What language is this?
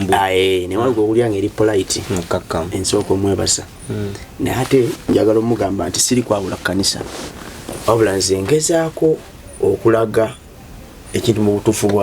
Ganda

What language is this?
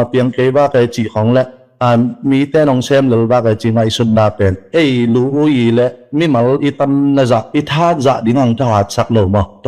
Tedim Chin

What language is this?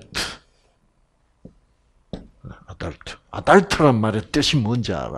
Korean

